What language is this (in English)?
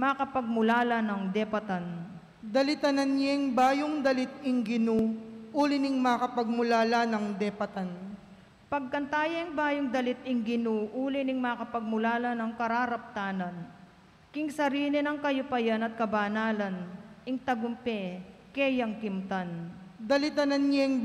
Pampanga